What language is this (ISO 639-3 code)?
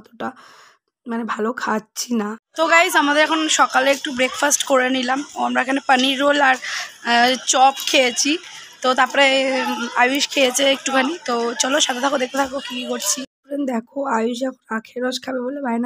ben